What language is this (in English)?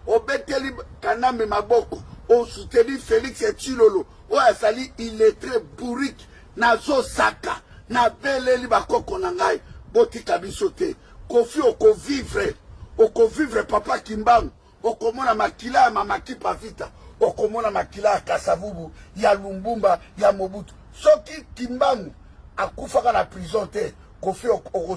Lingala